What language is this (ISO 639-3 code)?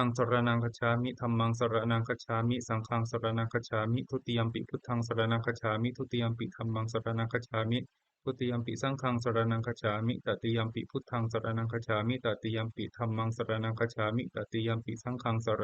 pli